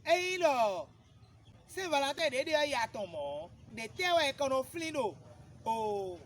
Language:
Fon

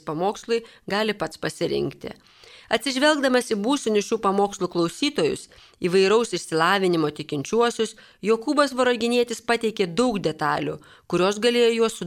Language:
Lithuanian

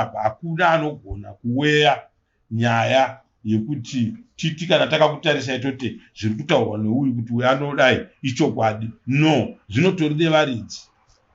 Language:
Shona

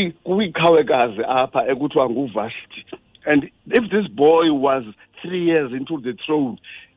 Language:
Xhosa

